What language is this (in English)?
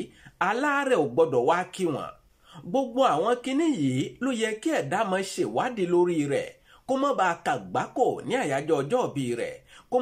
Yoruba